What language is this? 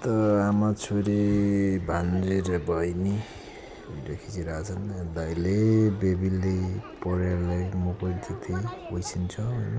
Nepali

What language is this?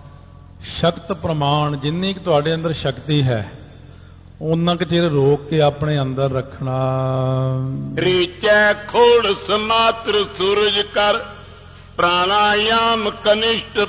Punjabi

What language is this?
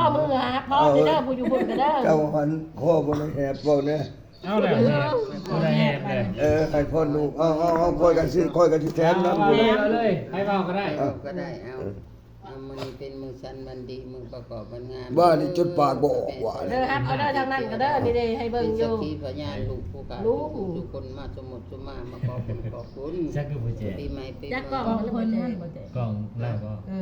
Lao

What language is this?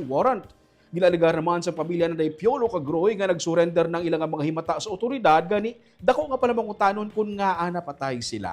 Hiligaynon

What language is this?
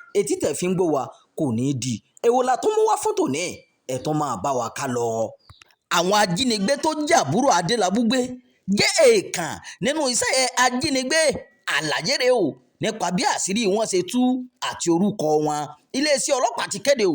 Yoruba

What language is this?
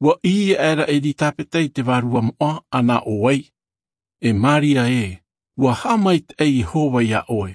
Tahitian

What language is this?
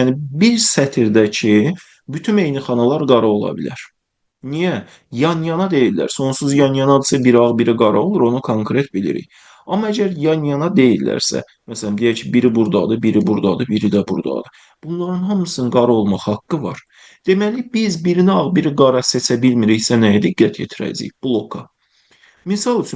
Azerbaijani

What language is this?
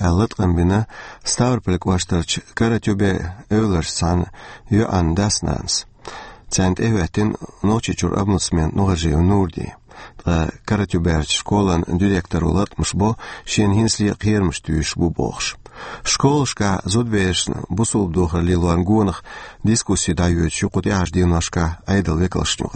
Chechen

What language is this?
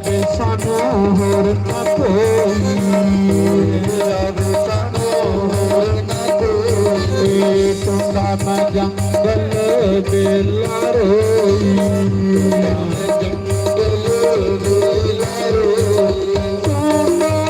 Dogri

